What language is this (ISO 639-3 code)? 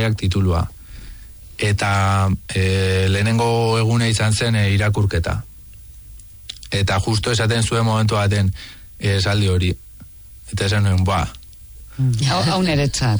eus